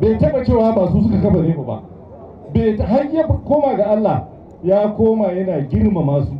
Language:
Hausa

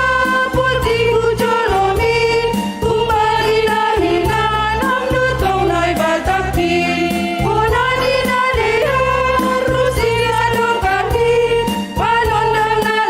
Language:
Batak Simalungun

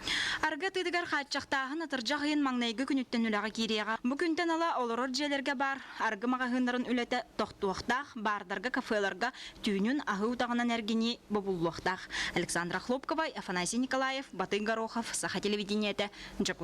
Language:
Yakut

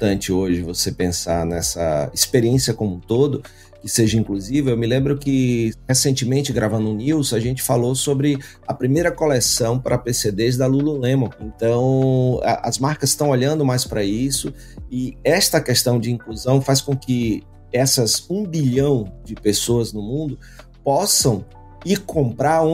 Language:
Portuguese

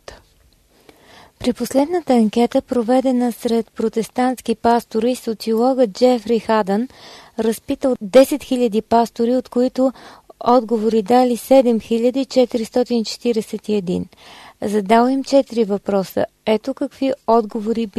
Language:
Bulgarian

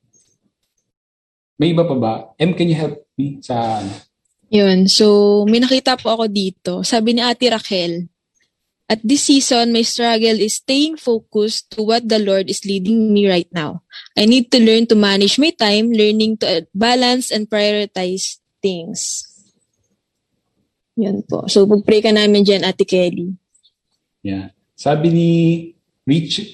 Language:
Filipino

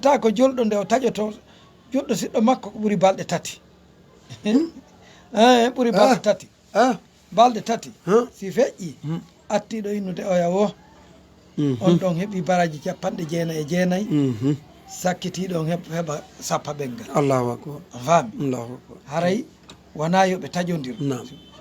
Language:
Fula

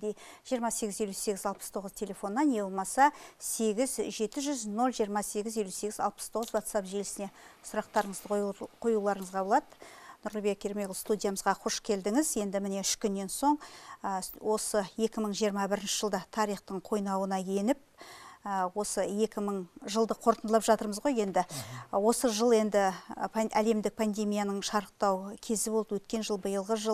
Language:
Kazakh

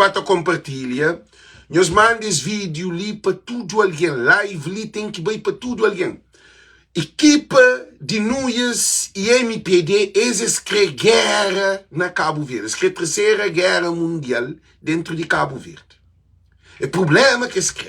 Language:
Kabuverdianu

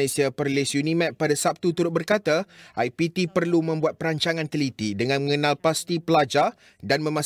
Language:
Malay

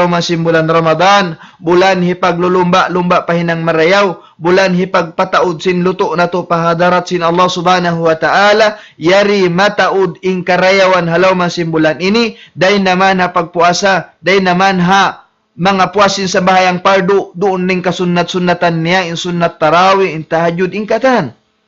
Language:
Tausug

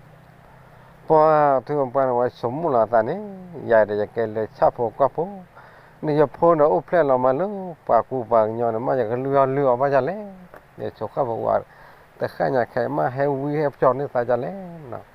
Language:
S'gaw Karen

